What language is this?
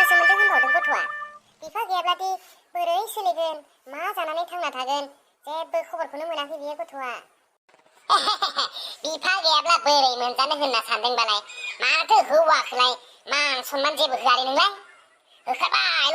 Bodo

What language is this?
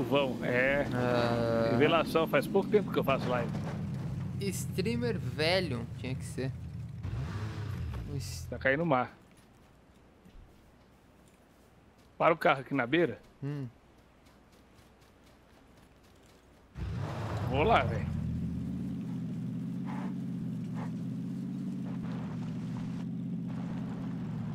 Portuguese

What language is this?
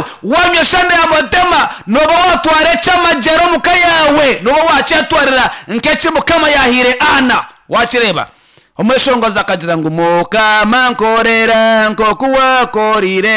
Nyankole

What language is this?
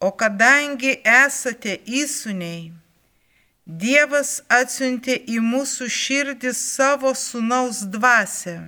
Lithuanian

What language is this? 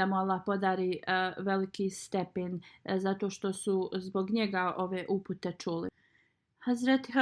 Bosnian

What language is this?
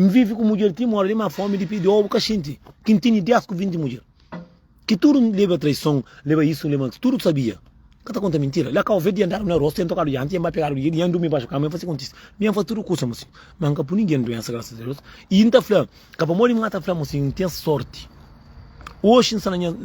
Kabuverdianu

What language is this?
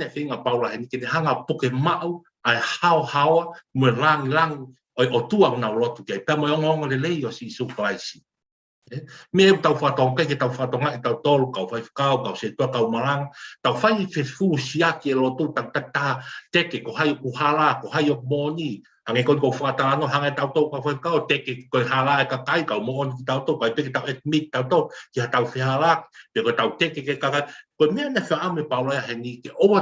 Tongan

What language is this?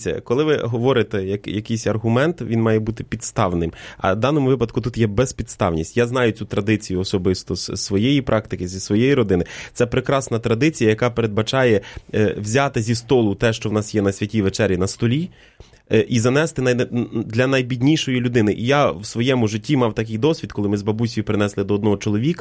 Ukrainian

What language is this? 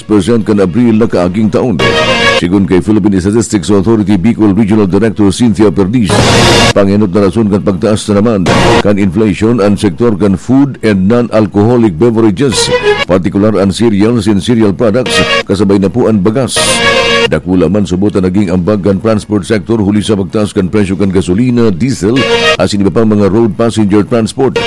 Bikol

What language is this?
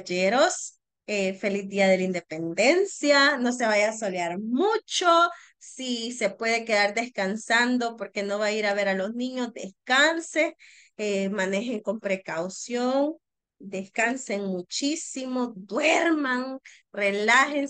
Spanish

